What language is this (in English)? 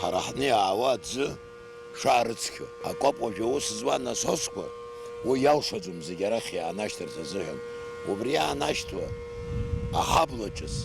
Abkhazian